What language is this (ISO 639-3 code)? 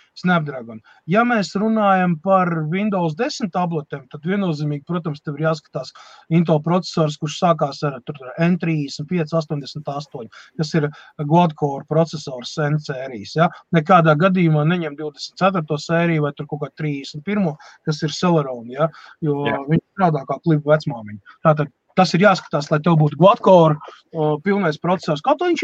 lav